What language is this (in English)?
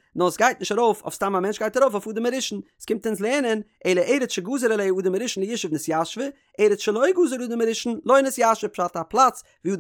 Yiddish